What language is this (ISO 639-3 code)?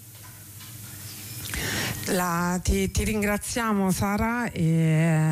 ita